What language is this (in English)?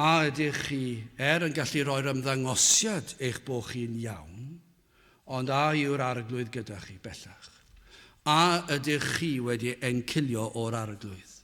Welsh